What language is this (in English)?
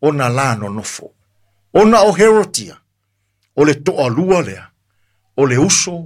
Samoan